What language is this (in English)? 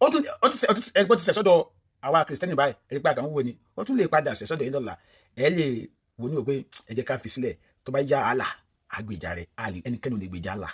Yoruba